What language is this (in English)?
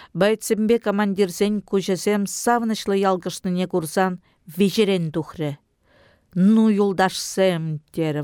Chuvash